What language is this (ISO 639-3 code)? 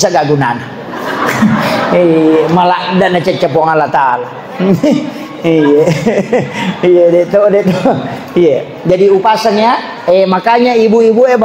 bug